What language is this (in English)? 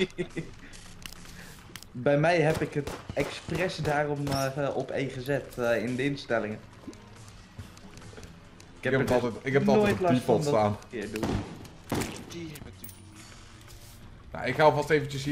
Dutch